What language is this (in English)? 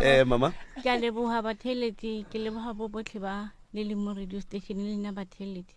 Northern Sotho